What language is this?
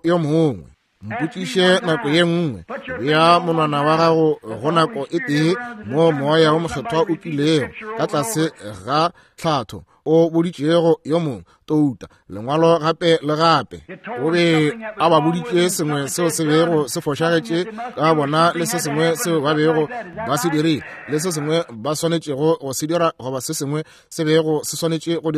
Northern Sotho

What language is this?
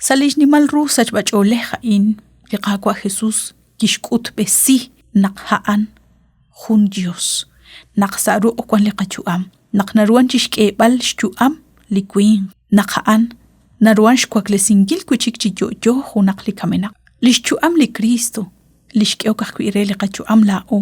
Kekchí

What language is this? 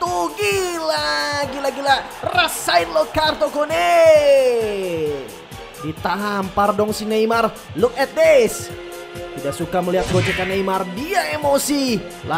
Indonesian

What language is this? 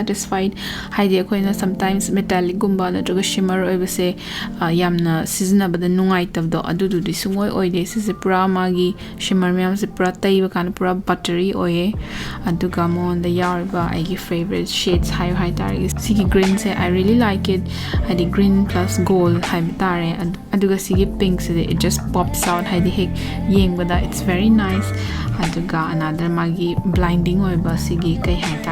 Manipuri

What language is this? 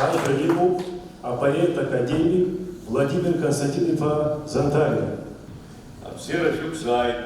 Abkhazian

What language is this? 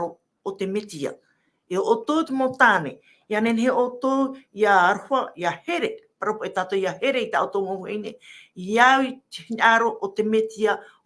Tahitian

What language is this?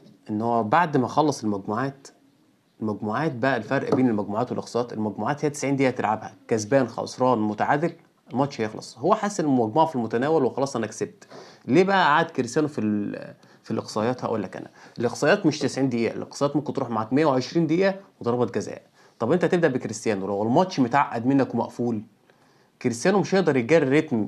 Egyptian Arabic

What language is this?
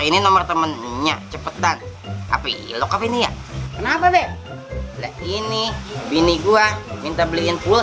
Betawi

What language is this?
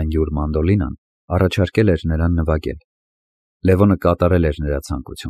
Armenian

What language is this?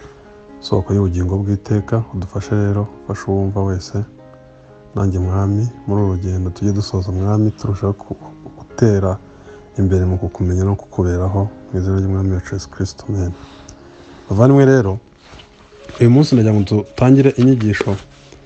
Kinyarwanda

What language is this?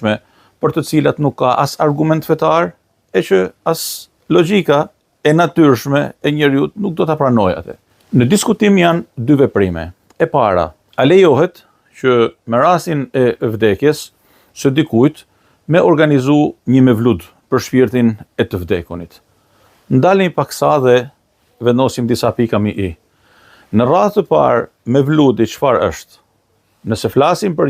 Albanian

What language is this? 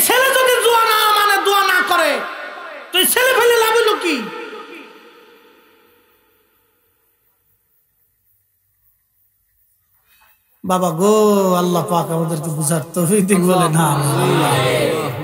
Bangla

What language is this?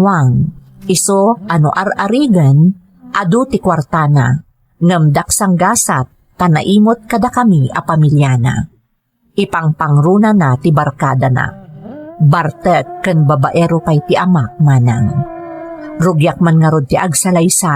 Iloko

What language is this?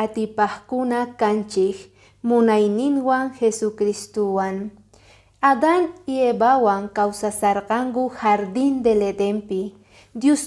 Quechua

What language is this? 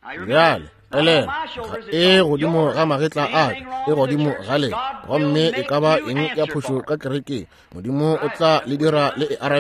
Northern Sotho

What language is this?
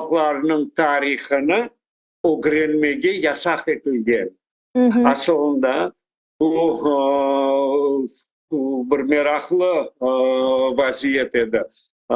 Crimean Tatar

